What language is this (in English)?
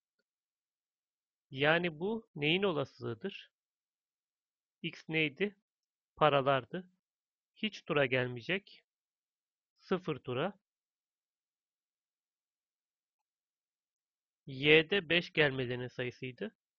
Turkish